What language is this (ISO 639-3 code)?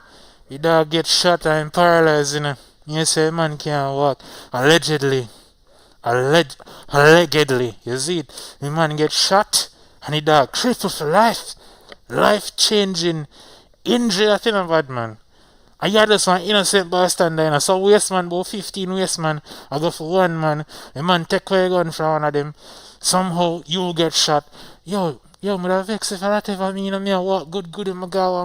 jam